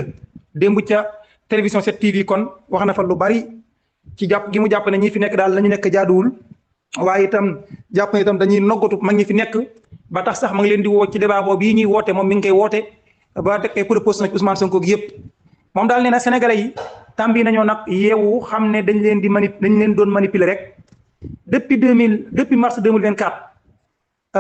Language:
Wolof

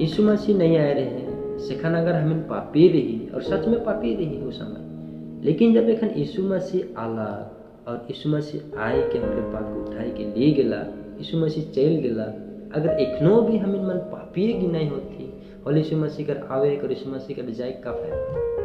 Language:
Sadri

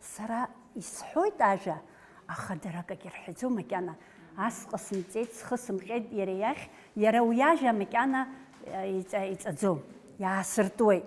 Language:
Abkhazian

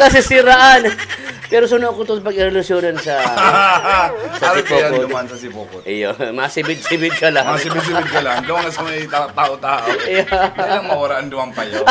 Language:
Bikol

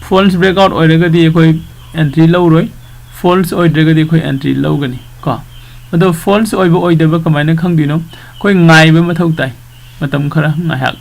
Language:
Manipuri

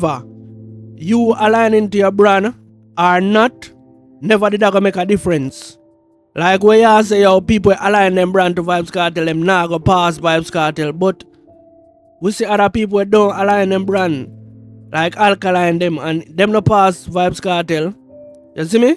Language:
Jamaican Creole English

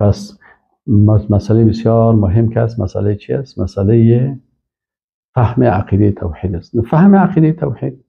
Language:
Persian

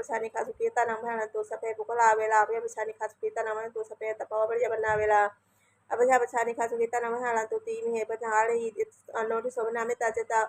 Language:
Pali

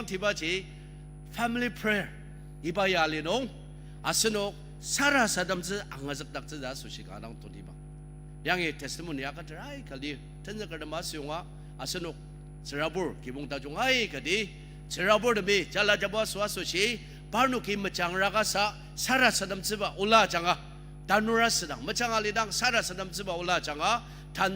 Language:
Ao Naga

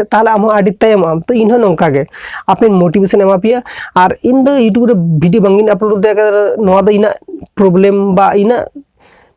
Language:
Santali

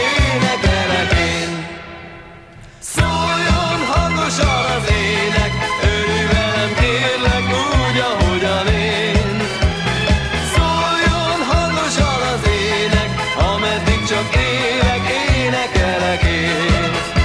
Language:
Hungarian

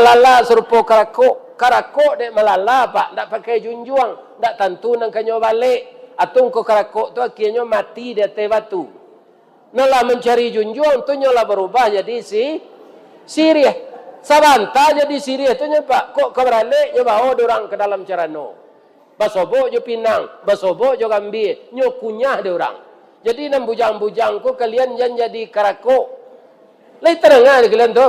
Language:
Minangkabau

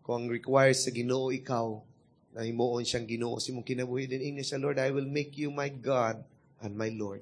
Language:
Cebuano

